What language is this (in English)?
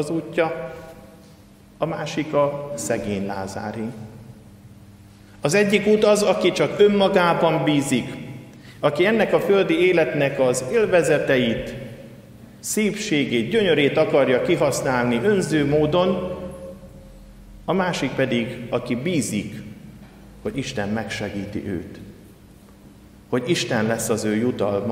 Hungarian